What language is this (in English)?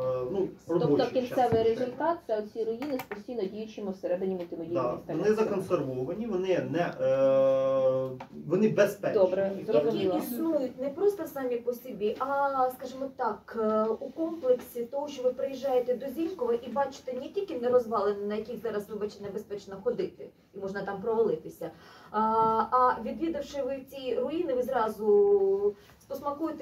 Ukrainian